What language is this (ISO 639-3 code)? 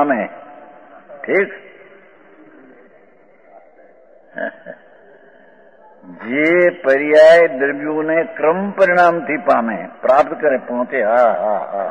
guj